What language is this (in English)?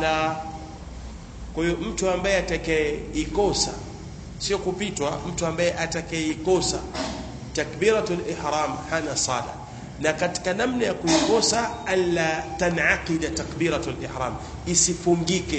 Swahili